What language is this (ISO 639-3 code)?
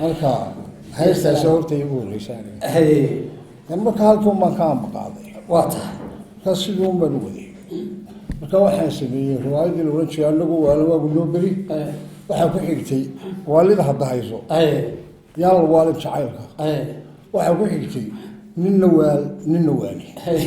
som